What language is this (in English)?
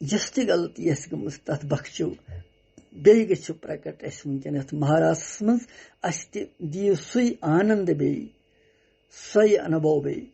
Kashmiri